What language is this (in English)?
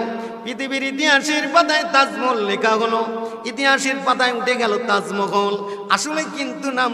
Bangla